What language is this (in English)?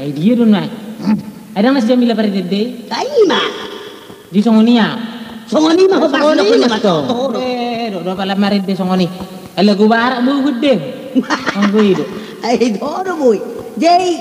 Batak Toba